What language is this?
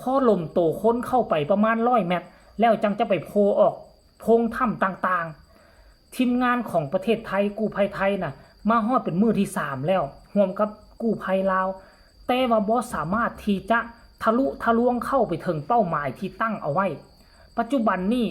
Lao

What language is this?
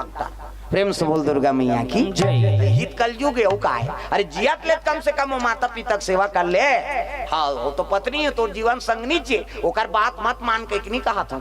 Chhattisgarhi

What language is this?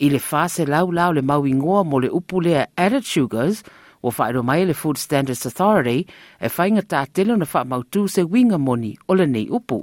Samoan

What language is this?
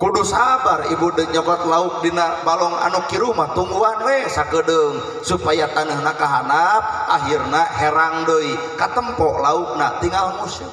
Sundanese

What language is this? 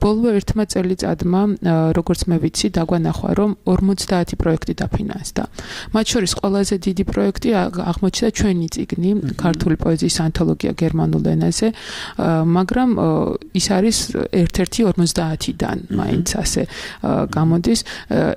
Georgian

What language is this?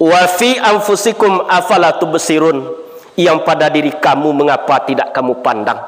Minangkabau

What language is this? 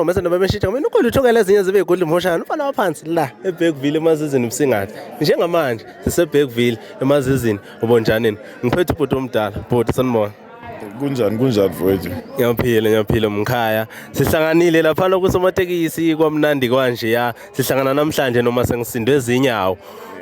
Zulu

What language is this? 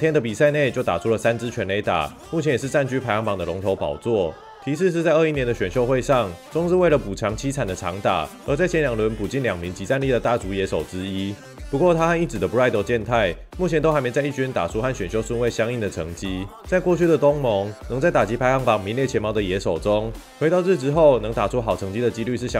Chinese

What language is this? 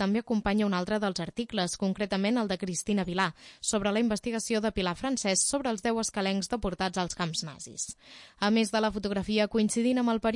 Catalan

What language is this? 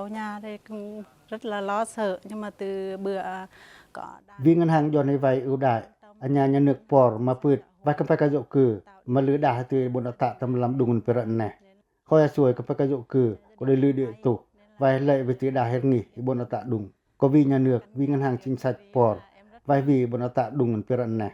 Pacoh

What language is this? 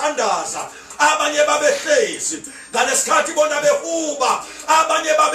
Zulu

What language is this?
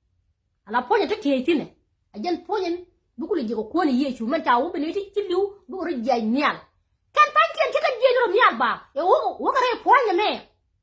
Nuer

